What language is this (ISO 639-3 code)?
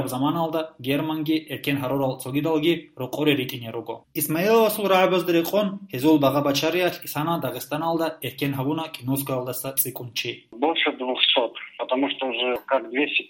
ava